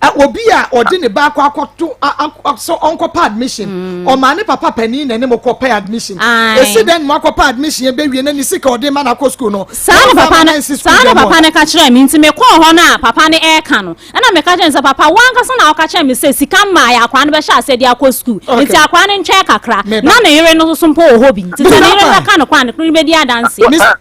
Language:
Akan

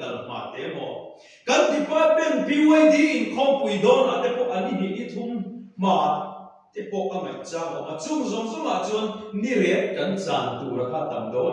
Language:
Mizo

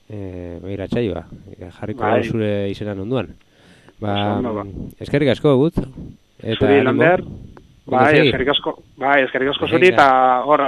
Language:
Basque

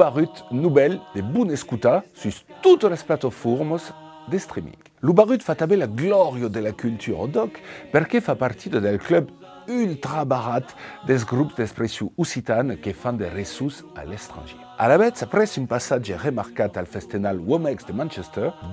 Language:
Occitan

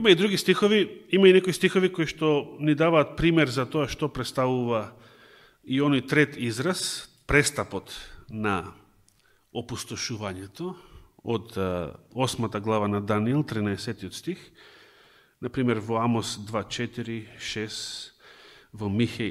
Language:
Macedonian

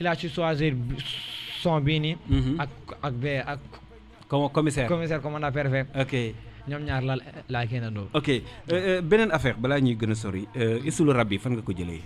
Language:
Wolof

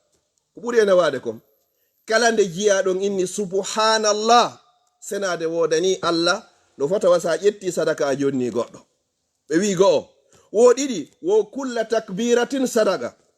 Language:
Fula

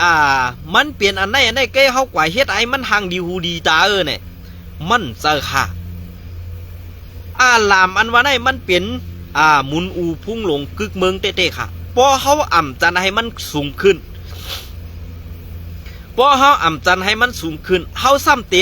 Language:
Shan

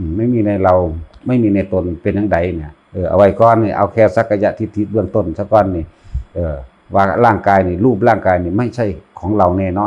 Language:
Lao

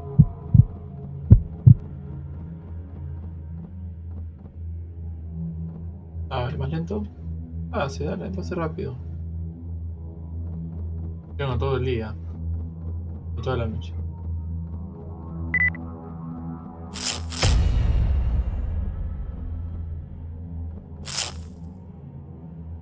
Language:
Spanish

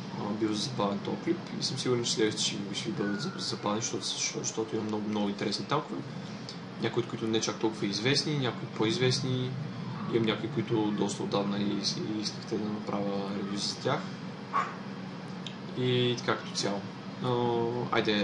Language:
Bulgarian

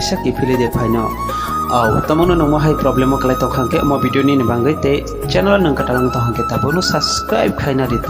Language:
Kok Borok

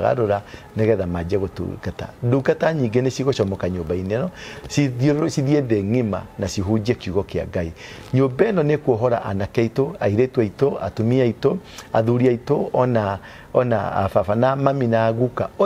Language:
Kikuyu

